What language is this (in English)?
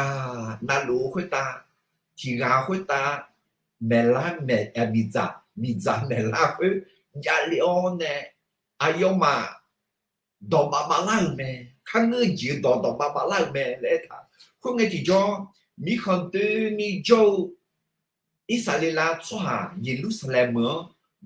Akha